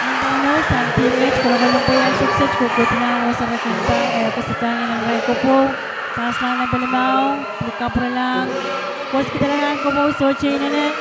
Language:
Pohnpeian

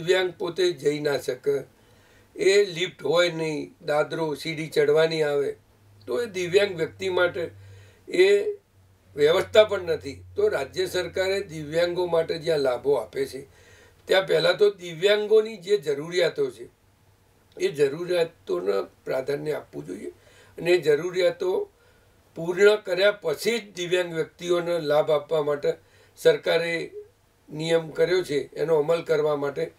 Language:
Gujarati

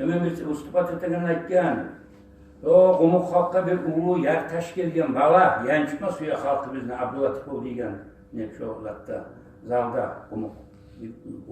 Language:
Kumyk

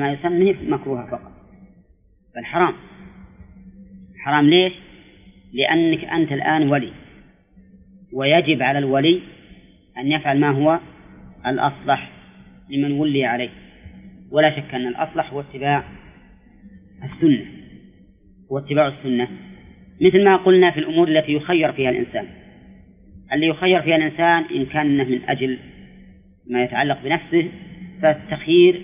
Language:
Arabic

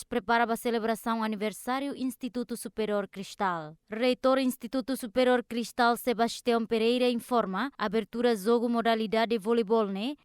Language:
Tetum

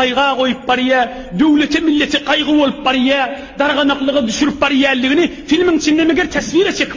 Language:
Turkmen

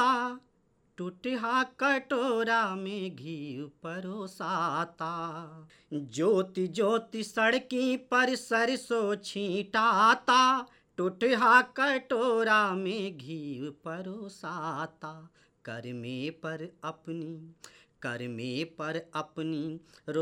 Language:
Bhojpuri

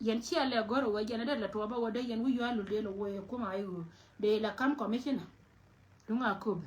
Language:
Nuer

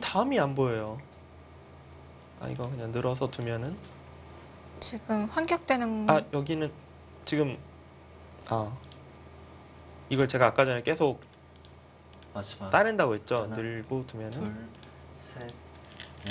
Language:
Korean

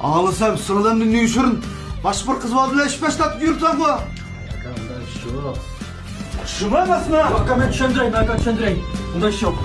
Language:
Uyghur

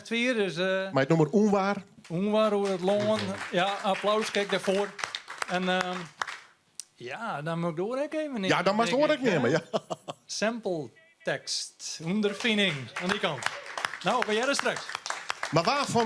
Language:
Western Frisian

